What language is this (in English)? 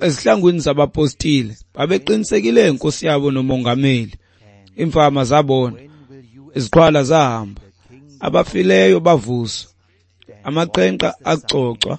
Xhosa